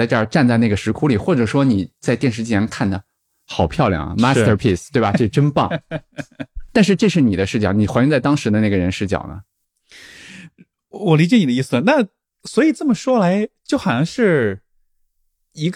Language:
Chinese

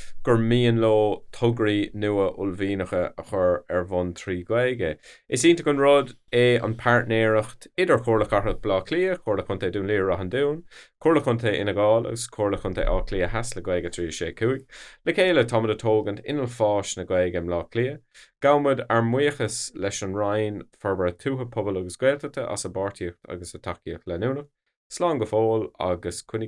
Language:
Irish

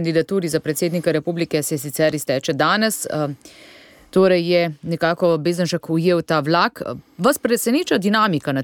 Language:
Slovenian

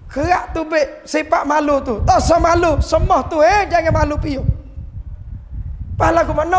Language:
Malay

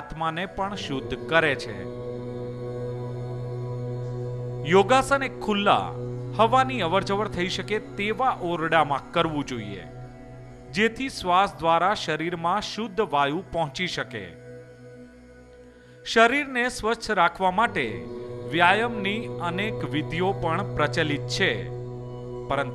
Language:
Gujarati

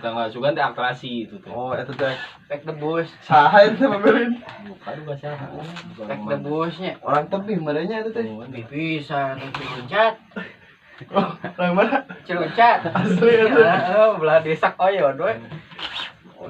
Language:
Sundanese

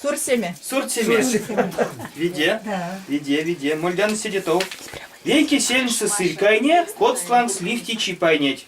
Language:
Erzya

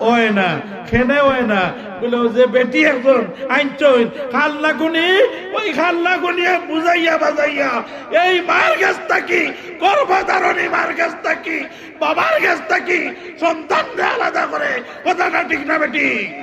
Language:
Sylheti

